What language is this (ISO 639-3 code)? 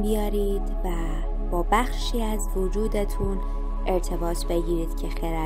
fas